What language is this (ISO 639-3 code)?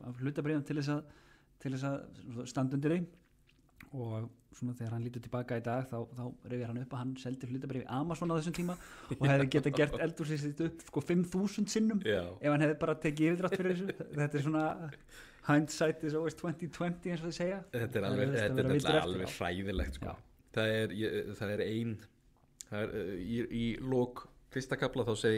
isl